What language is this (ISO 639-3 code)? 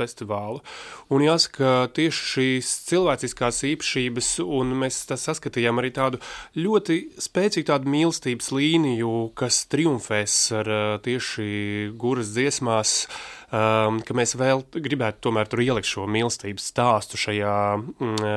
lav